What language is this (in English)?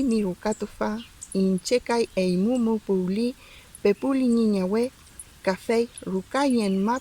Mapuche